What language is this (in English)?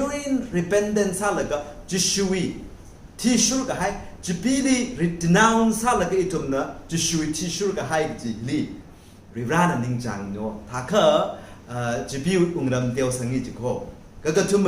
Tangkhul Naga (India)